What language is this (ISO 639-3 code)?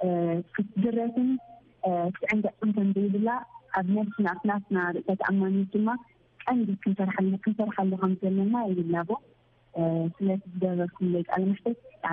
tir